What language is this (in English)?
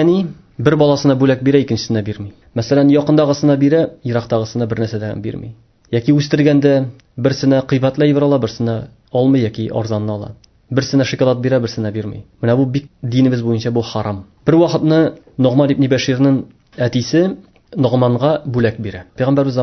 Tatar